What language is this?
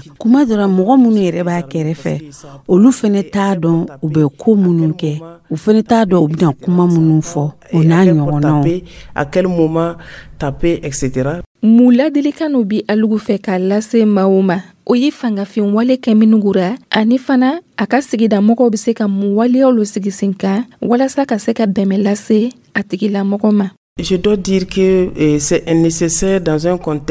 Dyula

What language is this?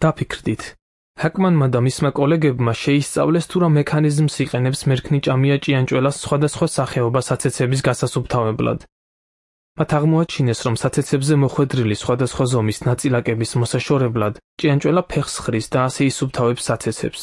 Georgian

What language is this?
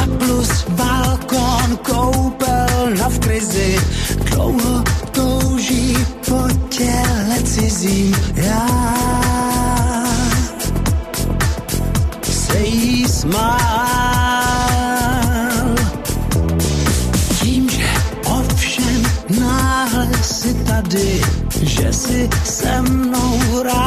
Czech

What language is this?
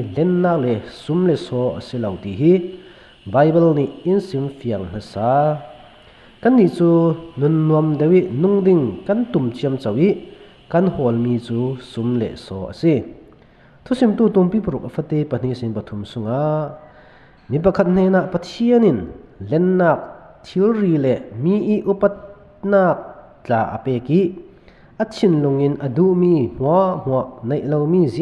Falam Chin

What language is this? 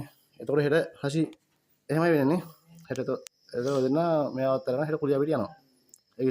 Sinhala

